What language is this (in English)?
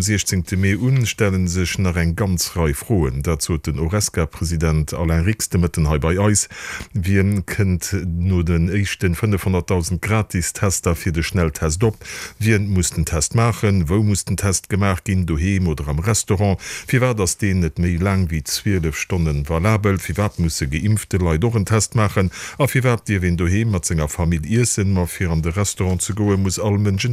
Luxembourgish